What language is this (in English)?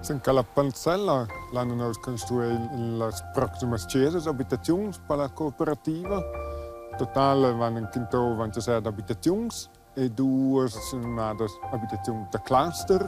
Romansh